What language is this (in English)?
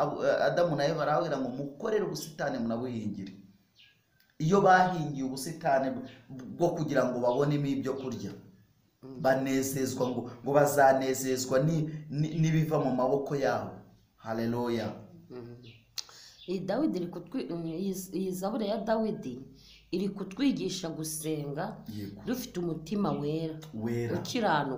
Kinyarwanda